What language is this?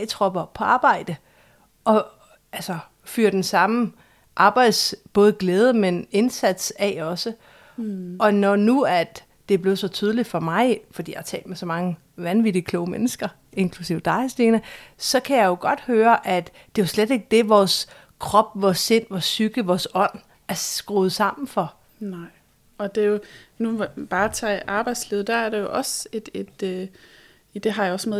Danish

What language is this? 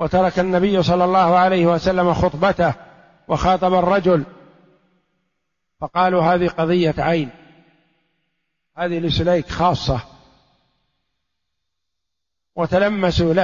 Arabic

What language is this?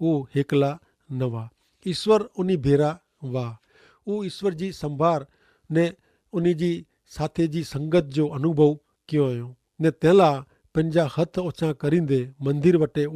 Kachhi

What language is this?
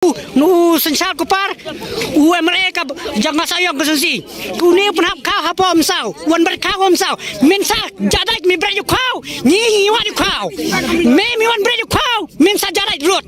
Khasi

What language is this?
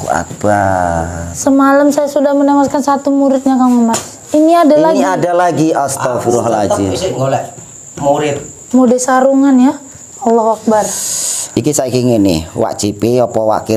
Indonesian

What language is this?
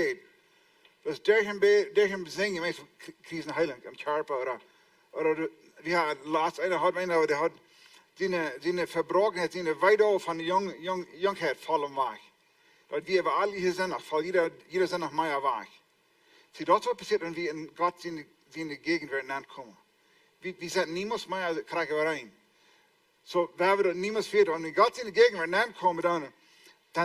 Plautdietsch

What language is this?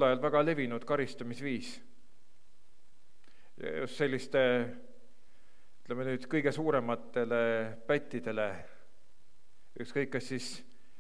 Estonian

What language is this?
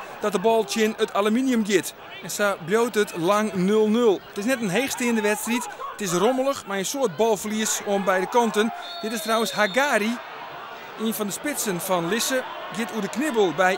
Western Frisian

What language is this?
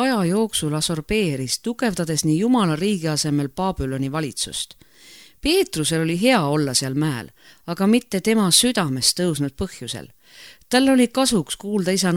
Estonian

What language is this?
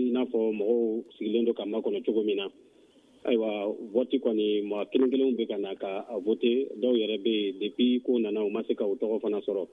Bambara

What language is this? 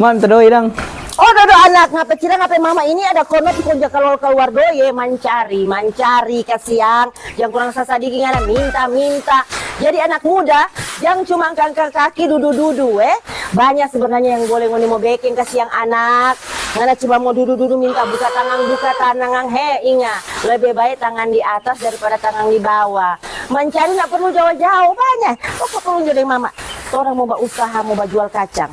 Manado Malay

